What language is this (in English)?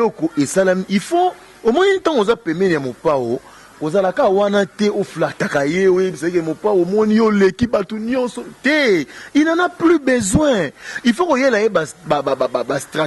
Lingala